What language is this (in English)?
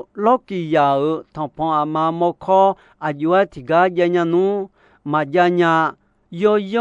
Akha